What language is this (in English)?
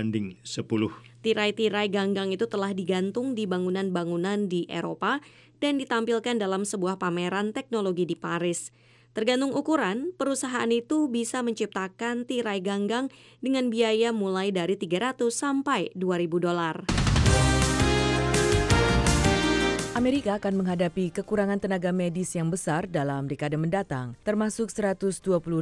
Indonesian